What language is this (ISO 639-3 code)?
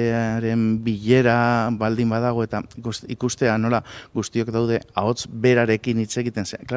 eus